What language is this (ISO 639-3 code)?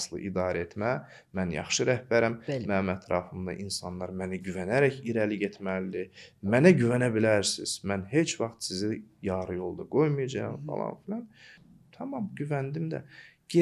aze